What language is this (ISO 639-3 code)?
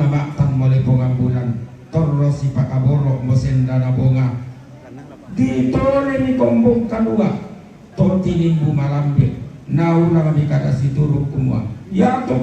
sda